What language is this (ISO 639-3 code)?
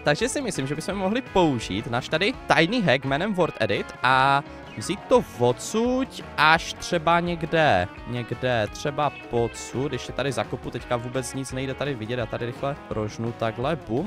ces